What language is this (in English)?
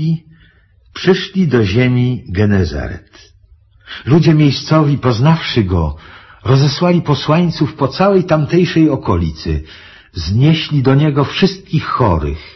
Polish